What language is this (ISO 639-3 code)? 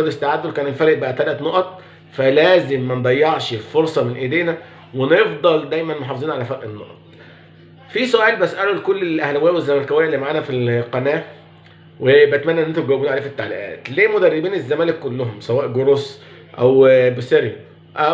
arz